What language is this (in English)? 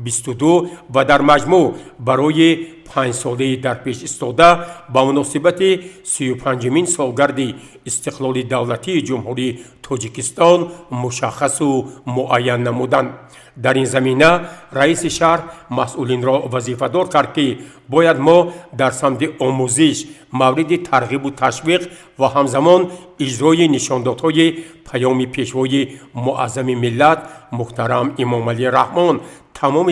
Tajik